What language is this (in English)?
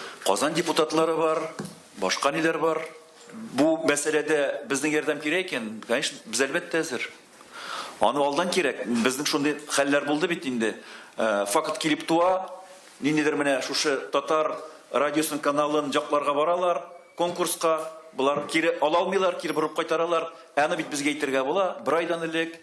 Tatar